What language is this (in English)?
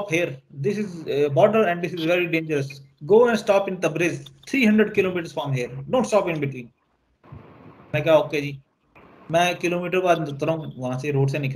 Hindi